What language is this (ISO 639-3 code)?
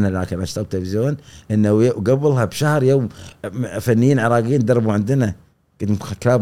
afb